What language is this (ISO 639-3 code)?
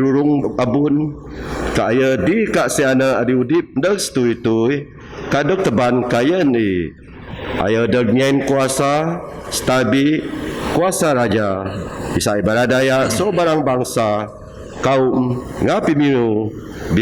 bth